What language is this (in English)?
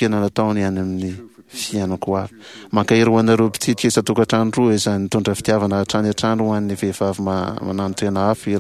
Malagasy